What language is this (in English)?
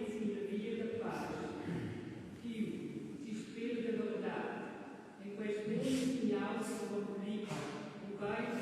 Romansh